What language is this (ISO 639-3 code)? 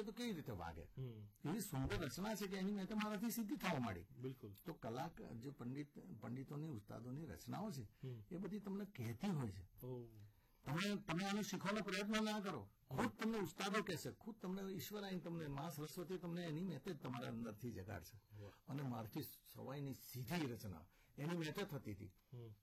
guj